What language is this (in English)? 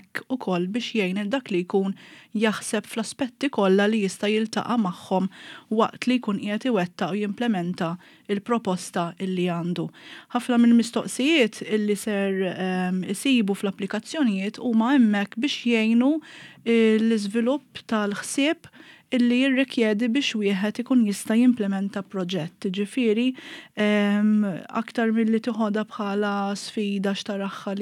Maltese